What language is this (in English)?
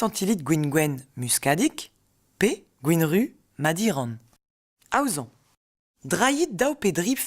Breton